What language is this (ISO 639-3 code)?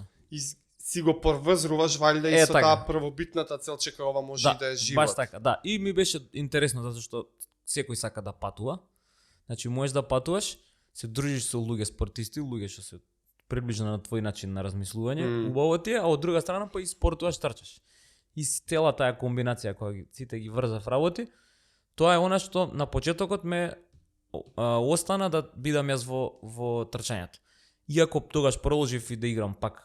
mkd